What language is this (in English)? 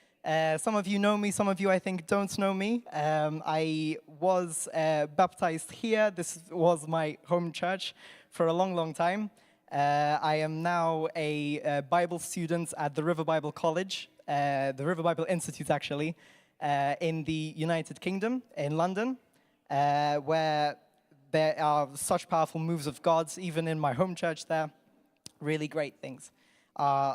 English